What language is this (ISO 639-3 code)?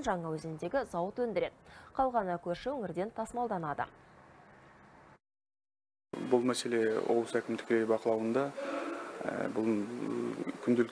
kaz